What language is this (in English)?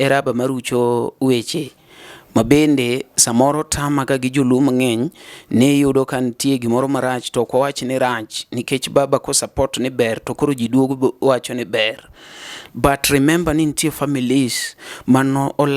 Luo (Kenya and Tanzania)